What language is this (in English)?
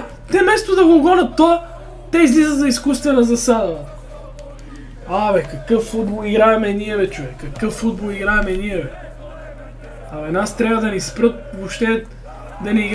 Bulgarian